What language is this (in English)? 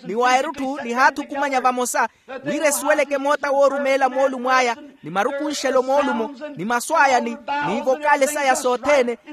Makhuwa